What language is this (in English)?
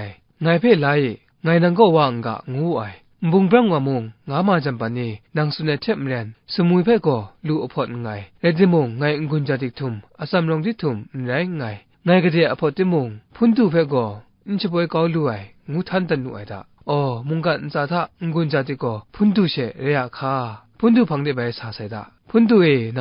Kachin